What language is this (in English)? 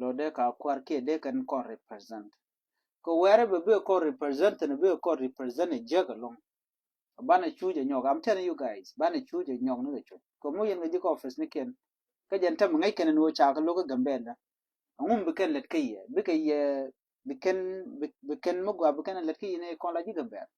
Nuer